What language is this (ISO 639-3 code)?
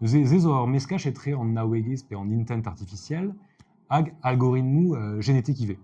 bre